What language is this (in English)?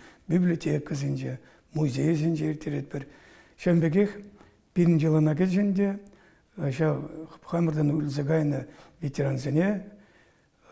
Chuvash